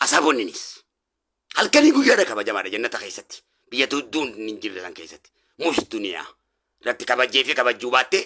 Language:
Oromo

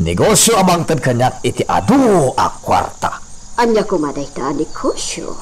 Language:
Iloko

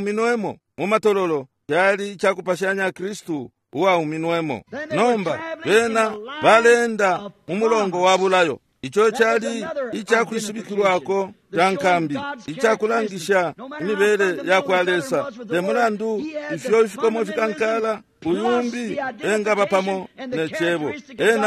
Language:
Bemba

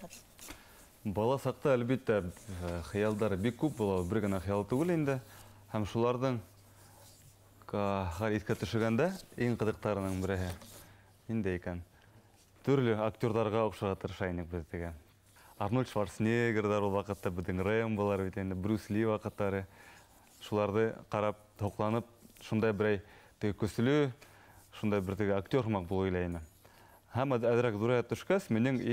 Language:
Bashkir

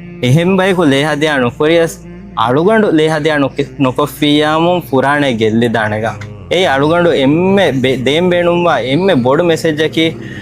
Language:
Divehi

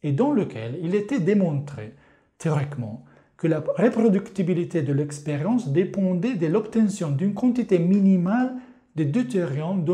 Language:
French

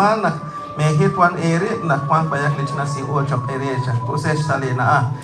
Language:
Kekchí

